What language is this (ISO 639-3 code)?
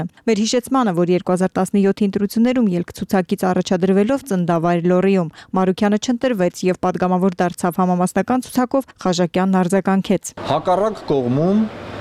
hye